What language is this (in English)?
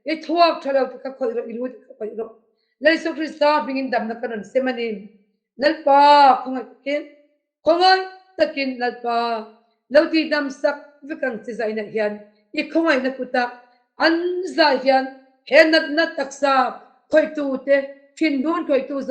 Mizo